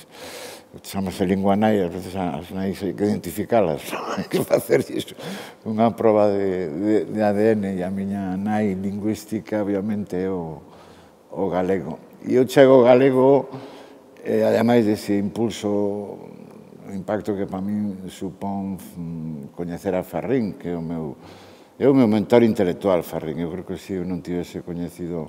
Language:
Galician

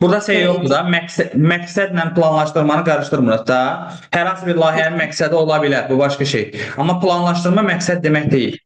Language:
Azerbaijani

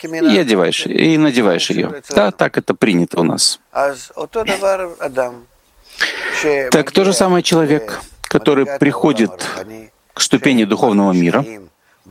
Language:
Russian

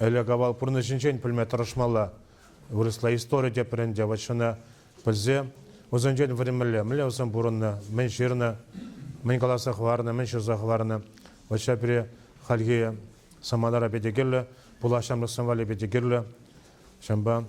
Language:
Chuvash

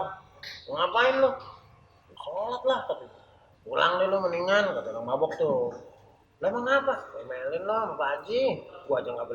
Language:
Betawi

